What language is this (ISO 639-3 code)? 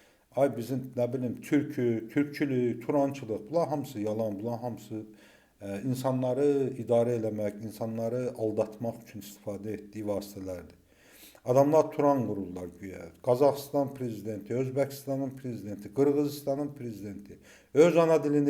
aze